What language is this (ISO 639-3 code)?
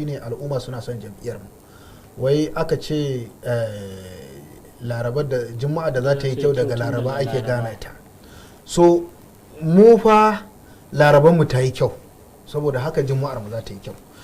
hau